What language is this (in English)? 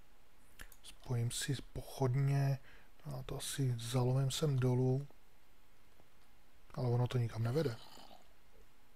Czech